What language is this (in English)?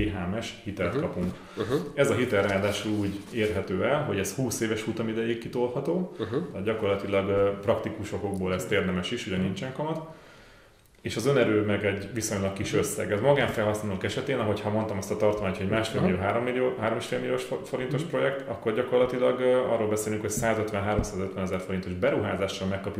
Hungarian